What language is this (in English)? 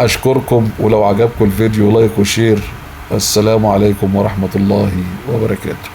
Egyptian Arabic